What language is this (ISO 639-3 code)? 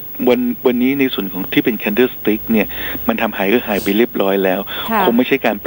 tha